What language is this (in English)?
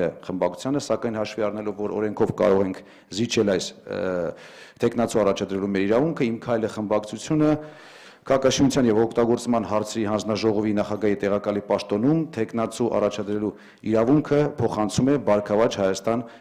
Armenian